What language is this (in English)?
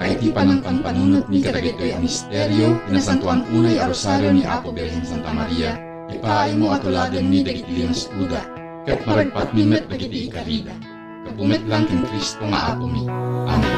Iloko